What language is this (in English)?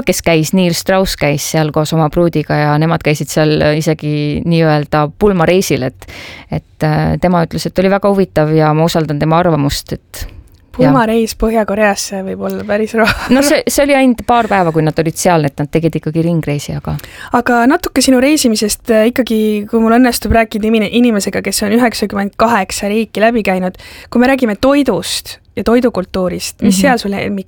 Estonian